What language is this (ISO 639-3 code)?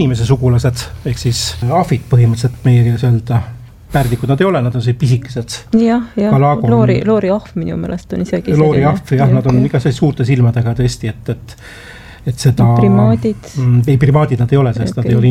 est